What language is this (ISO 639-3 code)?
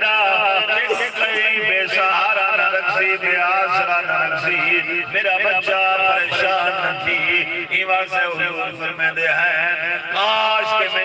skr